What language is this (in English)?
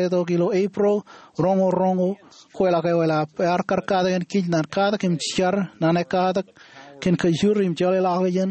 Marshallese